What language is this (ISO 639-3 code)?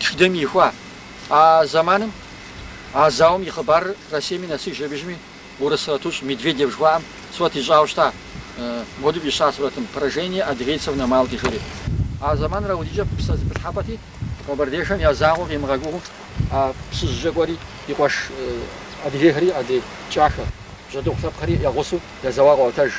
kbd